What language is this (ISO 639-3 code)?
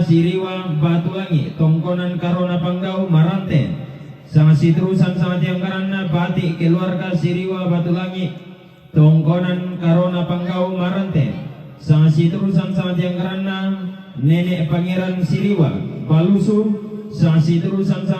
sda